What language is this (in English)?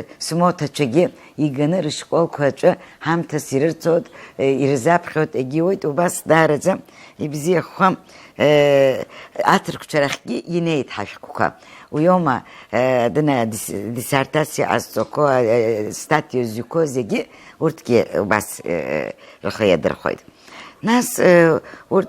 Abkhazian